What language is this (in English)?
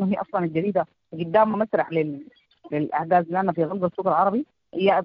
Sudanese Arabic